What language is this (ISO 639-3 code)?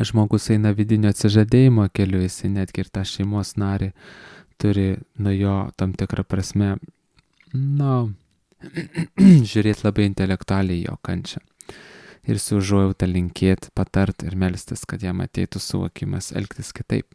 lit